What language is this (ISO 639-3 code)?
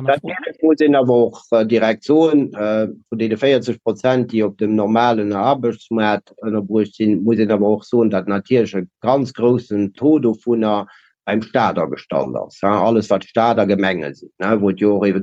ltz